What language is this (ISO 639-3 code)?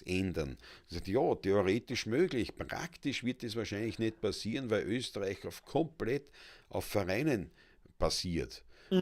bar